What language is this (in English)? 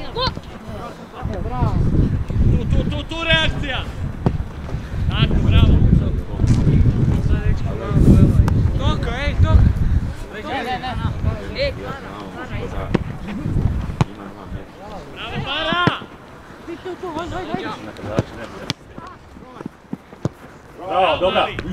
Croatian